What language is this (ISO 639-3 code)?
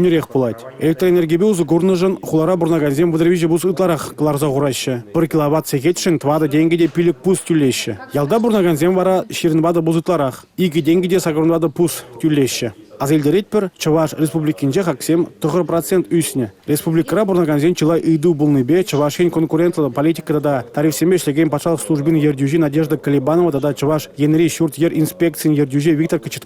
chv